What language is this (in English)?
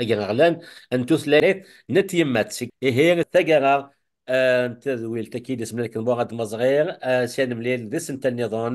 Kabyle